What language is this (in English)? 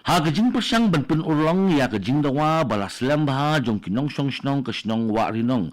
Khasi